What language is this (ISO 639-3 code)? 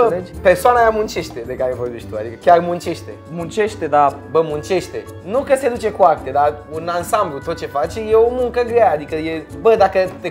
ron